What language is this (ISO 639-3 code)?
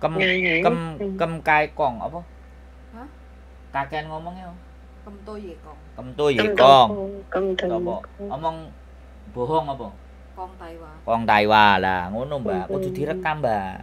mui